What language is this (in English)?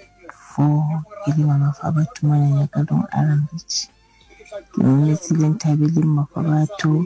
Southern Sotho